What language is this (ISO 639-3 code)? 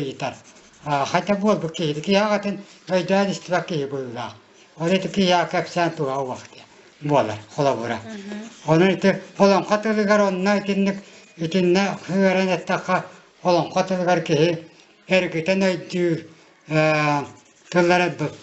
sah